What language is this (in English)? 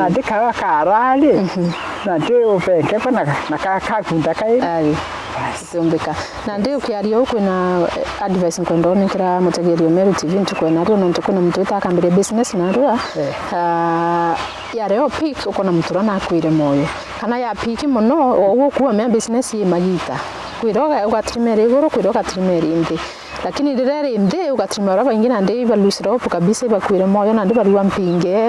Meru